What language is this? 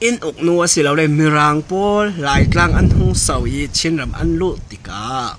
Falam Chin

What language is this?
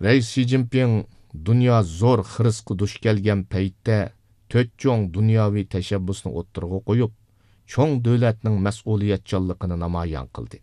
Uyghur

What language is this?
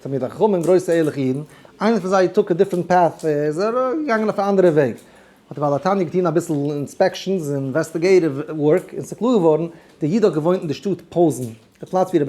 Yiddish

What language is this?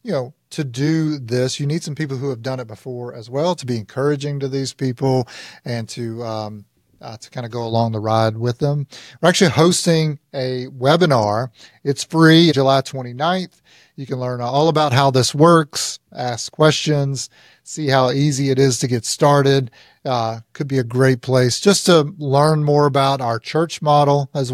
English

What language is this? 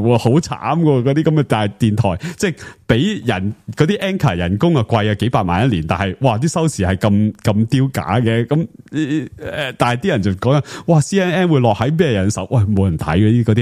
Cantonese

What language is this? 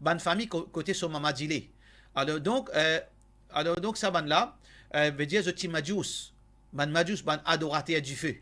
Morisyen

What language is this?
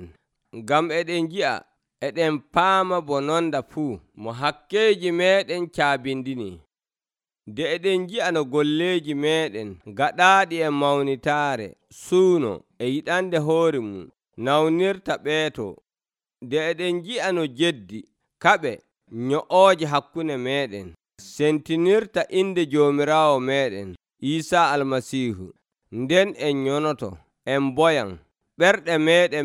Nigerian Fulfulde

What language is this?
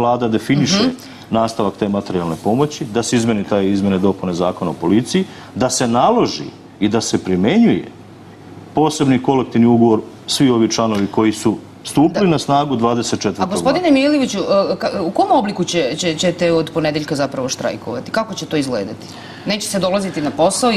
Serbian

